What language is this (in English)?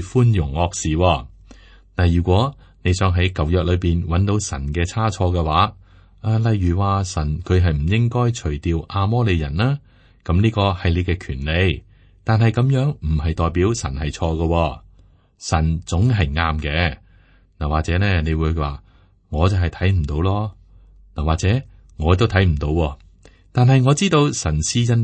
Cantonese